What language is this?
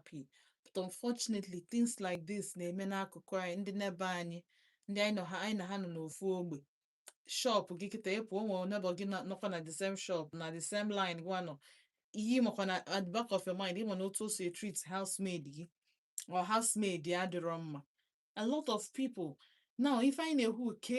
Igbo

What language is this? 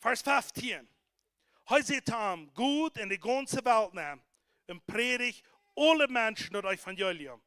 Plautdietsch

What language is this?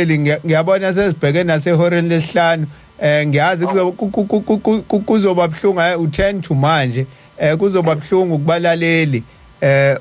Zulu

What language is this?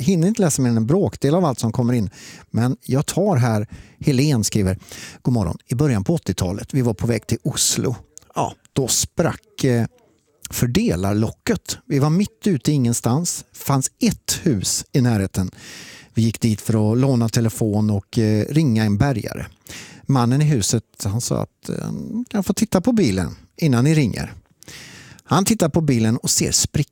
Swedish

